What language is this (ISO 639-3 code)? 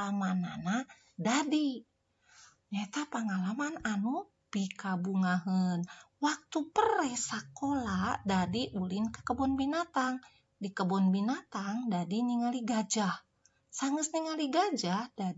sun